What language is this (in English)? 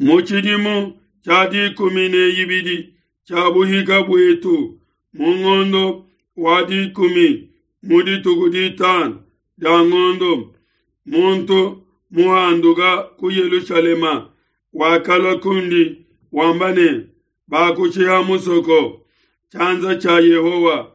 Luba-Lulua